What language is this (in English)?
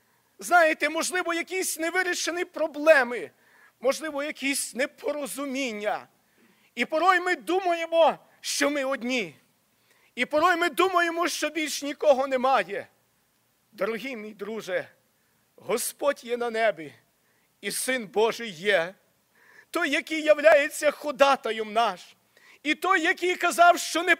Ukrainian